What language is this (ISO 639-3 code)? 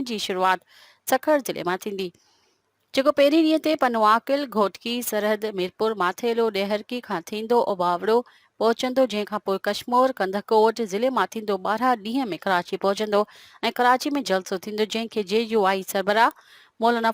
snd